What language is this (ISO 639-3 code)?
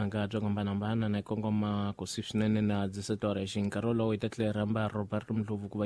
tso